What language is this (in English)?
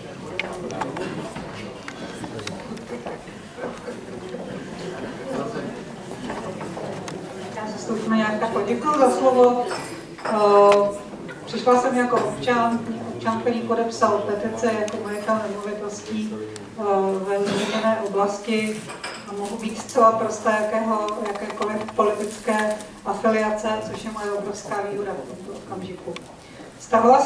Czech